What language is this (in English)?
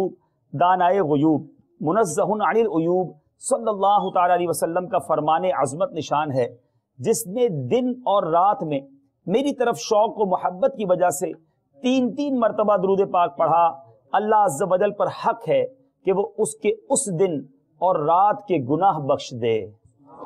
Urdu